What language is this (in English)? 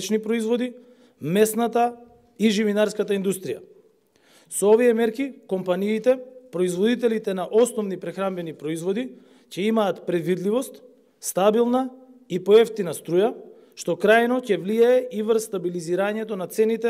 Macedonian